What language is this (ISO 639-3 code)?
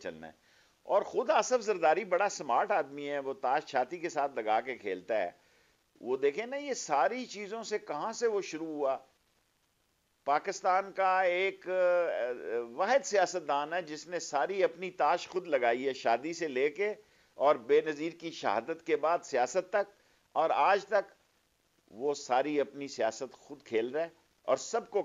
urd